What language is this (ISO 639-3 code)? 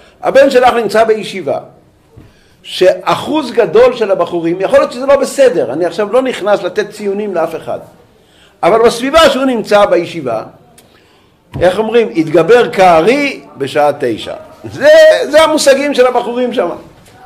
heb